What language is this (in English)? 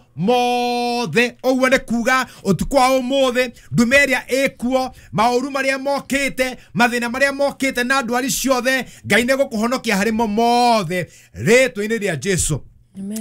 Kikuyu